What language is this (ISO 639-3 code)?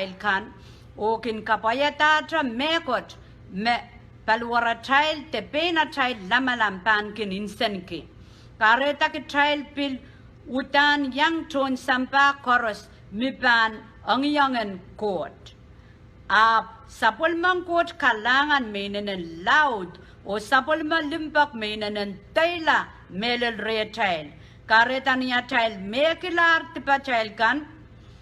pon